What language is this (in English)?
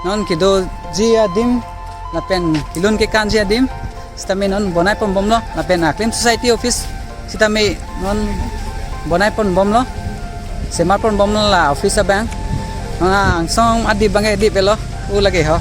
Karbi